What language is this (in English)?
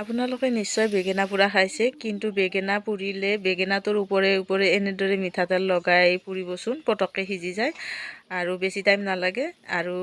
Assamese